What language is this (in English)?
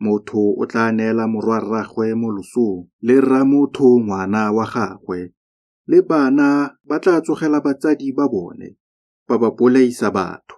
Tswana